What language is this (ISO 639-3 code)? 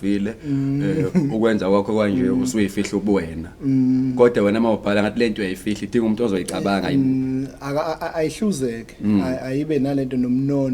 zul